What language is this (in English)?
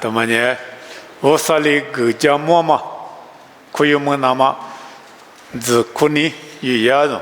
Lisu